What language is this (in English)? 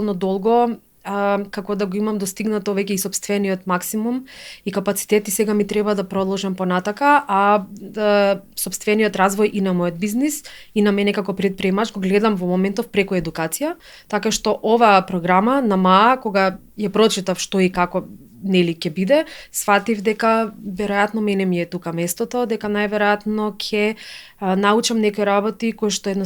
Macedonian